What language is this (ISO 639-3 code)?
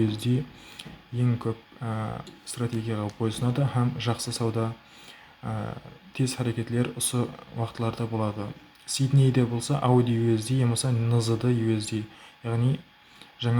kaa